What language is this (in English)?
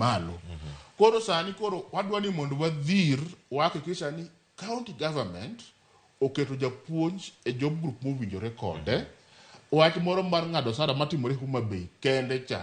Luo (Kenya and Tanzania)